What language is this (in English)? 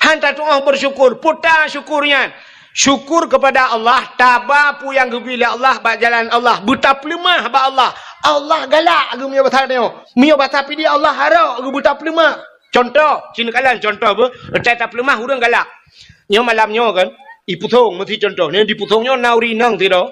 Achinese